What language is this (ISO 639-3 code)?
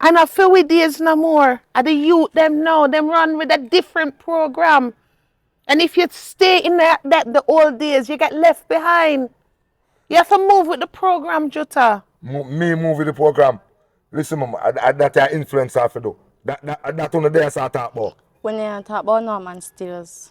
jam